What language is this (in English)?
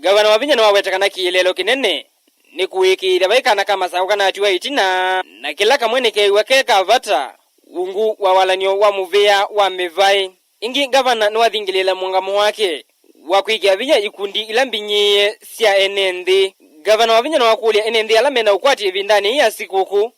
Kamba